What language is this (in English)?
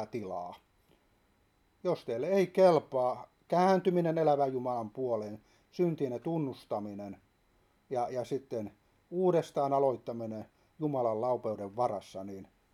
Finnish